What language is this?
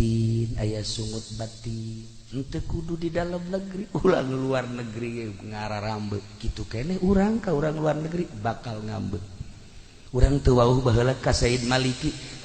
Sundanese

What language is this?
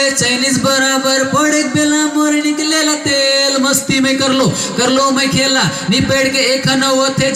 Sadri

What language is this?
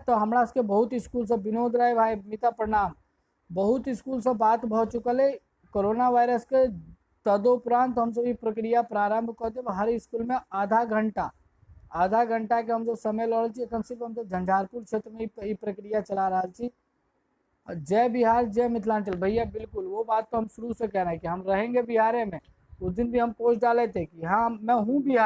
Maithili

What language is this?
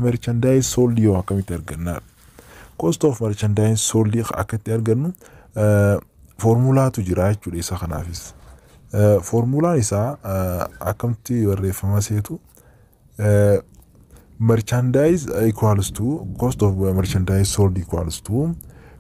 Oromo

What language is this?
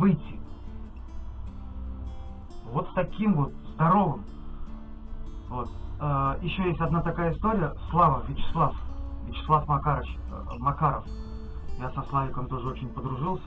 Russian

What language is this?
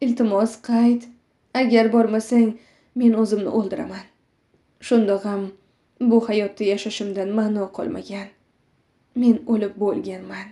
Uzbek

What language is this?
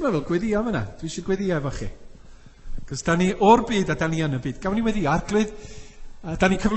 Welsh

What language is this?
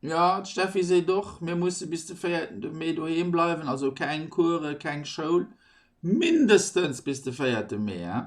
Luxembourgish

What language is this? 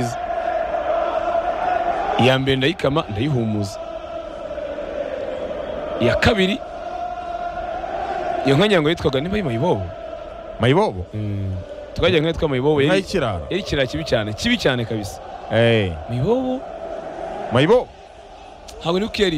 Kinyarwanda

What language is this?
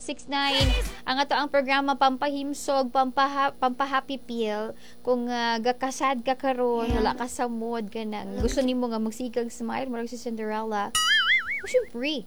Cebuano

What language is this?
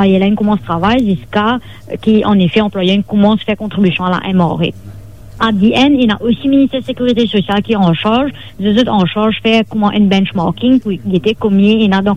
Morisyen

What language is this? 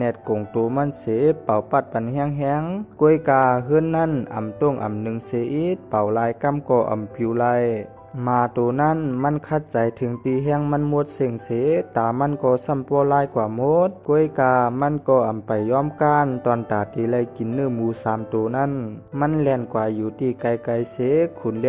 Shan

